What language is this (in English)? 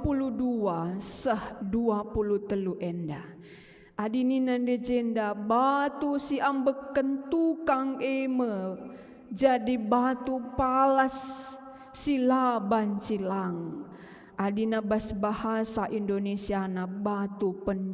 Batak Karo